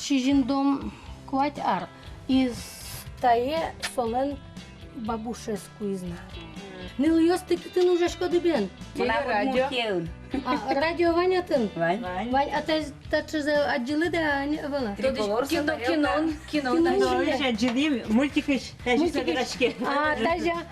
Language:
Udmurt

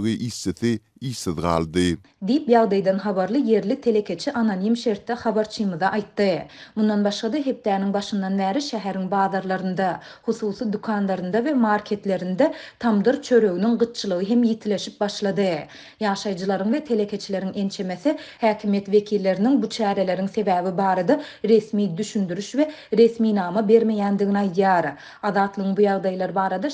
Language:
Turkmen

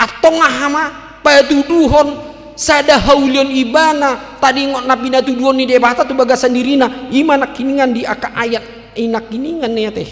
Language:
Batak Toba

